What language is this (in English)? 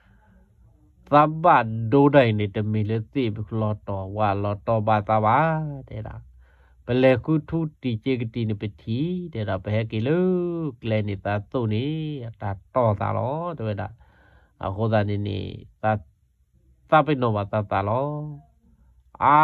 S'gaw Karen